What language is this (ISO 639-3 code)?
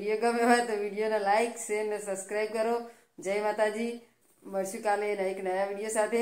guj